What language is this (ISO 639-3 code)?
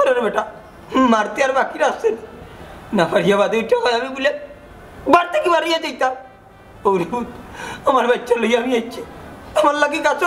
syl